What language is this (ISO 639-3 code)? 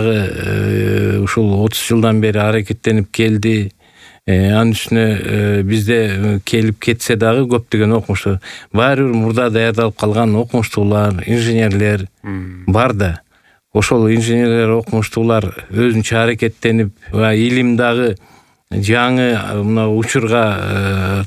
kir